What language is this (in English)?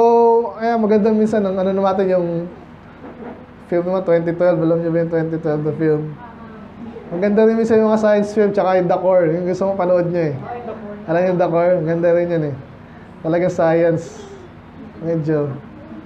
Filipino